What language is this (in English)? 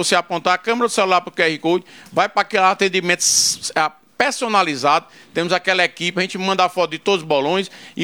Portuguese